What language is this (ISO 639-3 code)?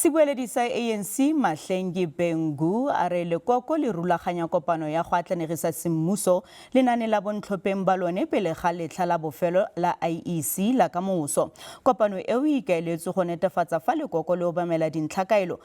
tsn